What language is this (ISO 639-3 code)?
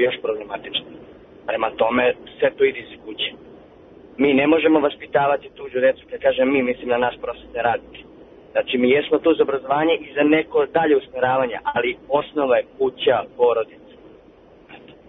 srp